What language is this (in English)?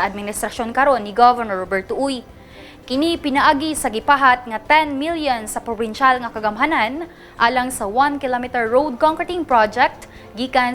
Cebuano